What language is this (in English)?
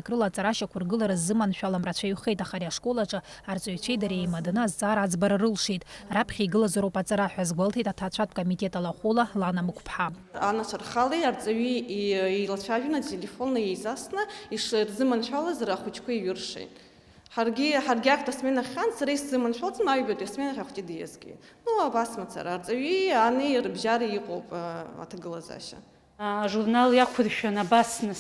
Abkhazian